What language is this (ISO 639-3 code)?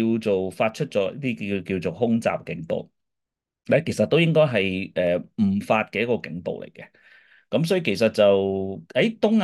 yue